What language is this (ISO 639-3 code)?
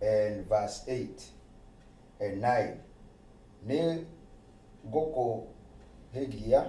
kik